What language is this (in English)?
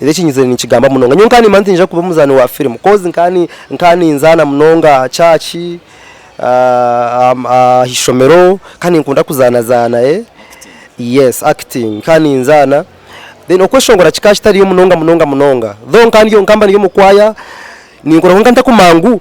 Nyankole